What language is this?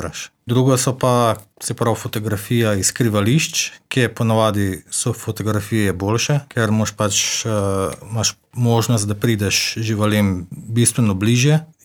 Slovenian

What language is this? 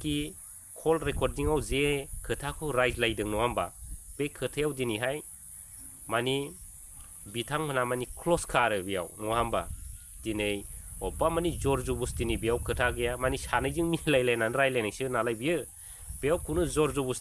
Bodo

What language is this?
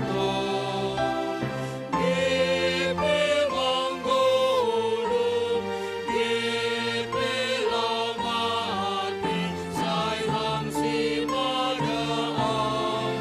Batak Simalungun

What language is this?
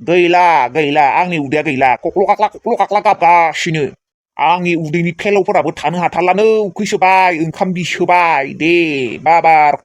Bodo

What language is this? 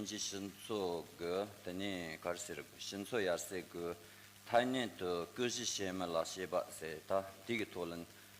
Tibetan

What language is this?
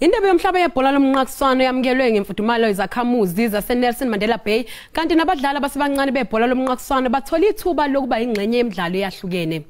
Zulu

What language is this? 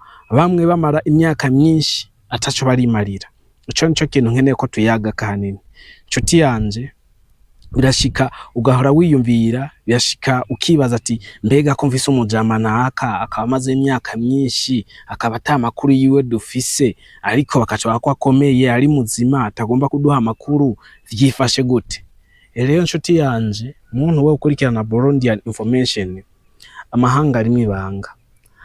Rundi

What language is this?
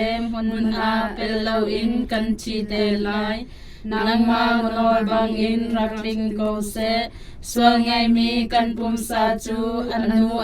Hakha Chin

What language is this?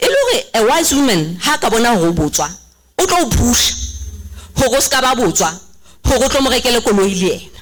Southern Sotho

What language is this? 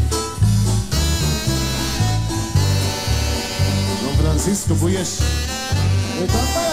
Spanish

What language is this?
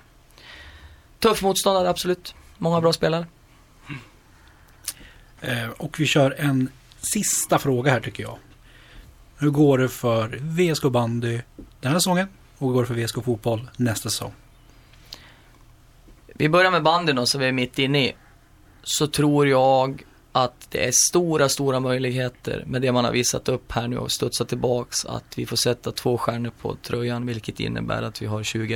Swedish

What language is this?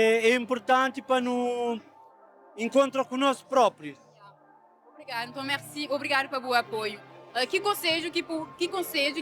Kabuverdianu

